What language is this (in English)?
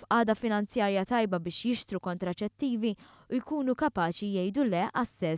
Maltese